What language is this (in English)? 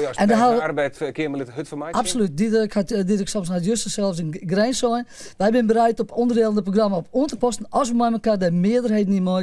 Western Frisian